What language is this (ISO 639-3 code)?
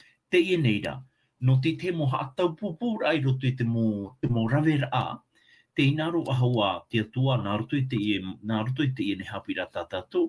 tah